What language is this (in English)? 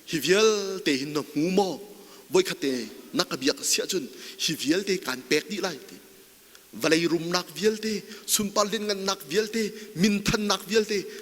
Hakha Chin